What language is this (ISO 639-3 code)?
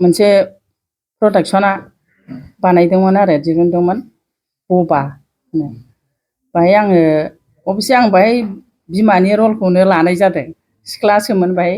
brx